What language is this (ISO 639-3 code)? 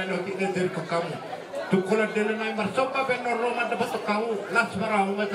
bbc